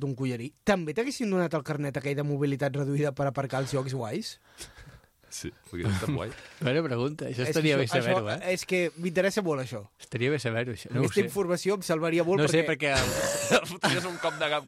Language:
Catalan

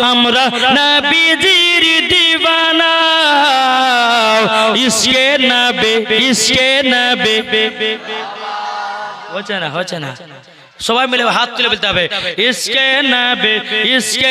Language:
Bangla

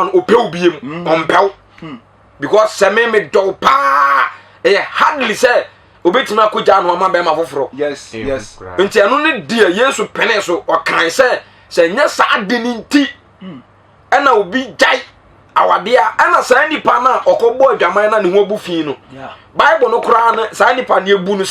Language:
Akan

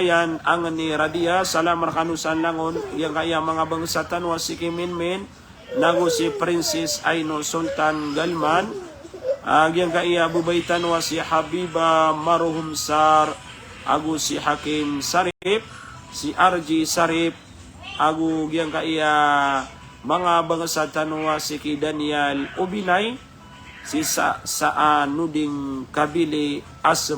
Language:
Maranao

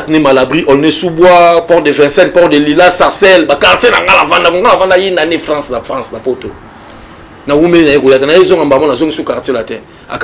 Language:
Lingala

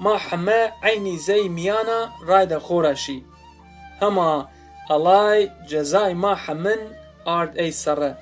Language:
Zaza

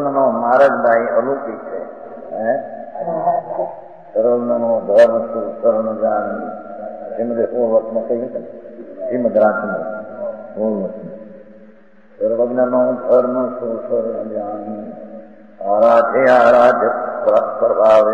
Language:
Gujarati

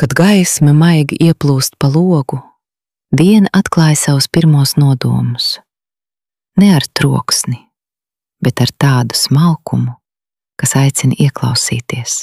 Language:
Latvian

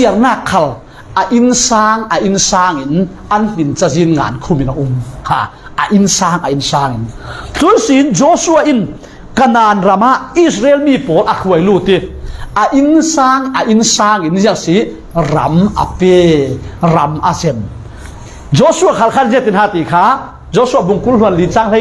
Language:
Falam Chin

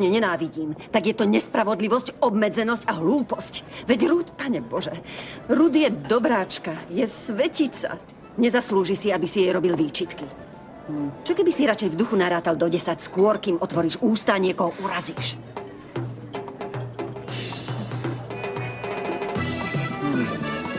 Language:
Slovak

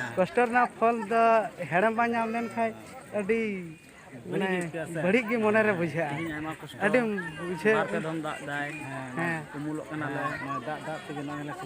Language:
Santali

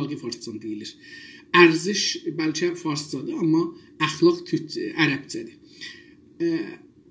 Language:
South Azerbaijani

